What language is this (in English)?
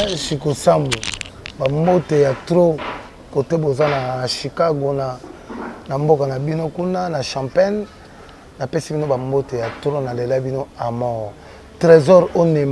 Lingala